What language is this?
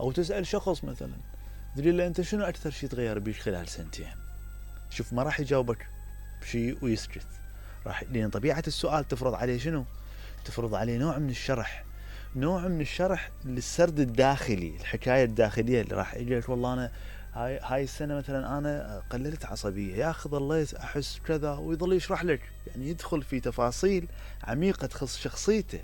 Mesopotamian Arabic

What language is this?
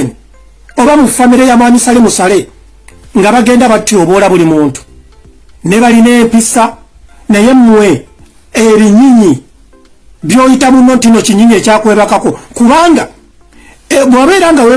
Ganda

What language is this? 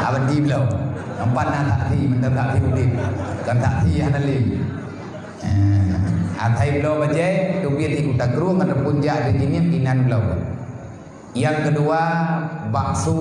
Achinese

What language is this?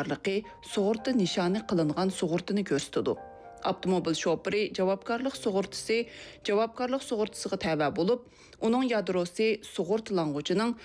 Uyghur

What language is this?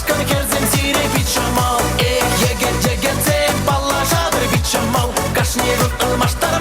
Chuvash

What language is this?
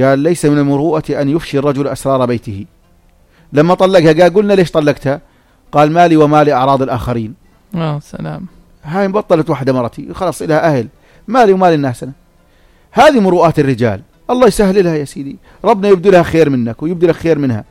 North Levantine Arabic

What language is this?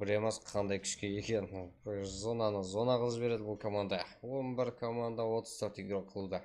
Kara-Kalpak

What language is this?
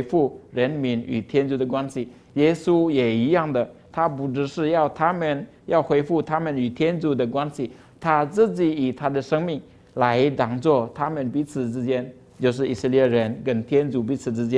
Chinese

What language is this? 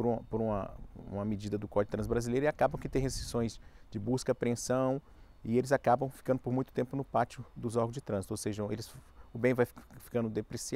Portuguese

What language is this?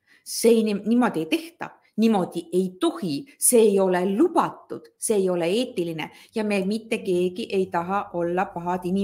Estonian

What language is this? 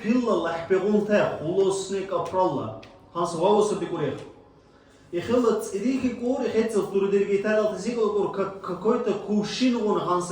Dargwa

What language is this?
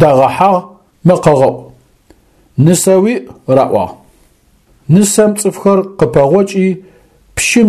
Adyghe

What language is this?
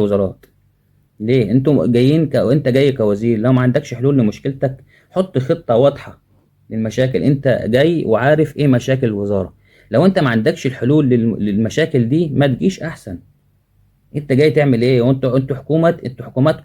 Egyptian Arabic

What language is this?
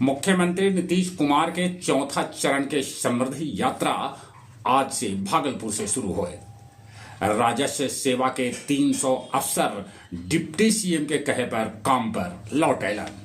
Magahi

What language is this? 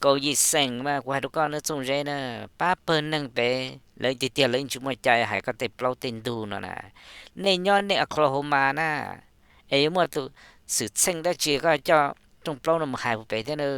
Hmong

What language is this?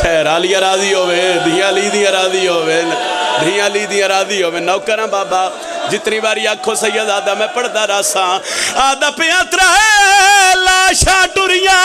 Pahari-Potwari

